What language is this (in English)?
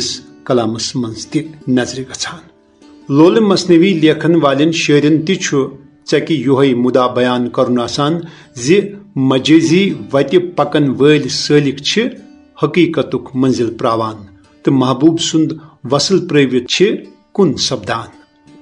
Kashmiri